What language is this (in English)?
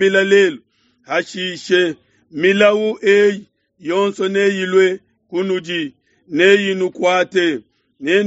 Luba-Lulua